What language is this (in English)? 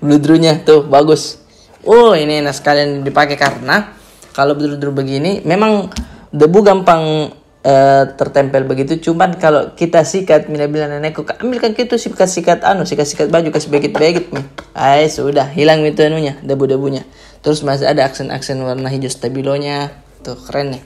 Makassar Malay